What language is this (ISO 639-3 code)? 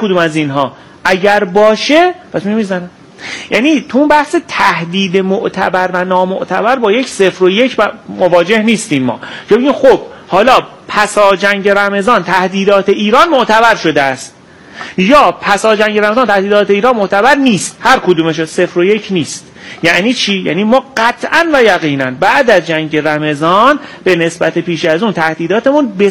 fas